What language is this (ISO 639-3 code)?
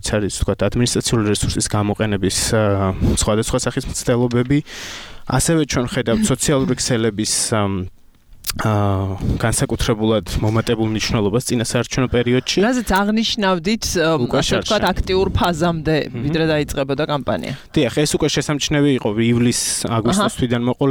kat